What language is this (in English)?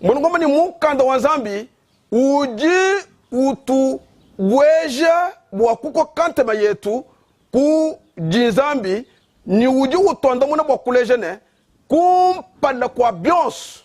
Luba-Lulua